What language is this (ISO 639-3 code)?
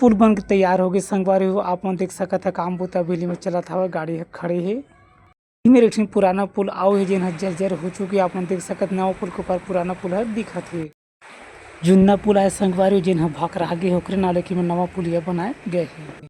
hne